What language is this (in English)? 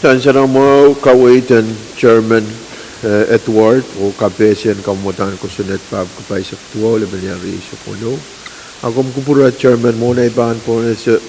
Pohnpeian